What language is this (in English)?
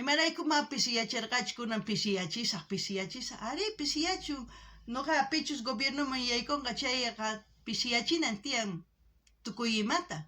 South Bolivian Quechua